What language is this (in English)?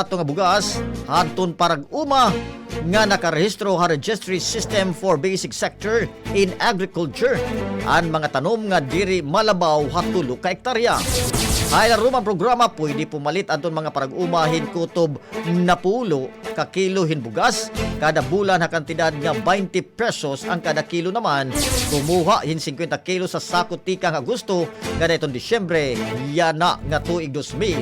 Waray